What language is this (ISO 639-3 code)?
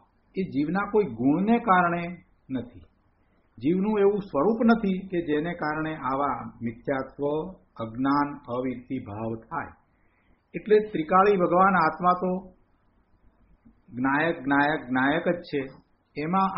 guj